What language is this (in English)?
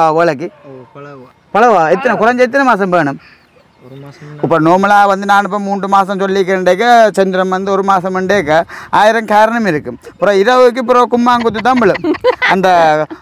Tamil